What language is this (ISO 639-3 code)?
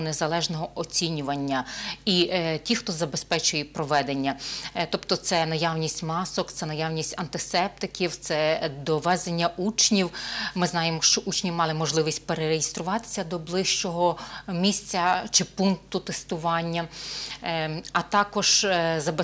ukr